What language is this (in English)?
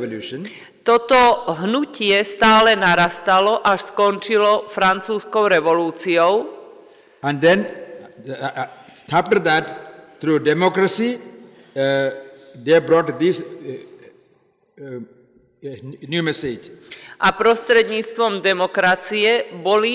Slovak